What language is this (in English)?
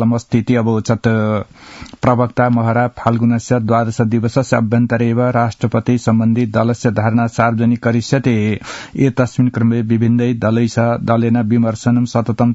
Sanskrit